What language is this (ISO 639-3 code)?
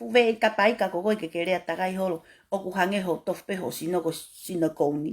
ton